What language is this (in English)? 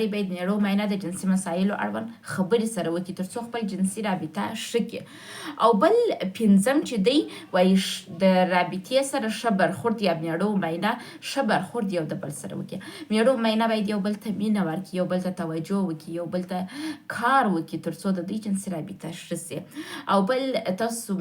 Pashto